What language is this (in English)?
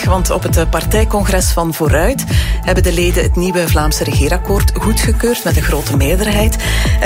Dutch